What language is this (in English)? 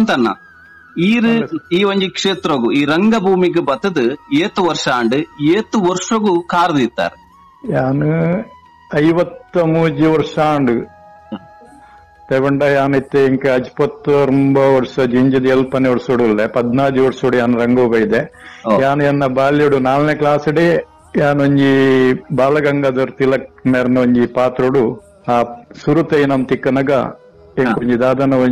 Tulu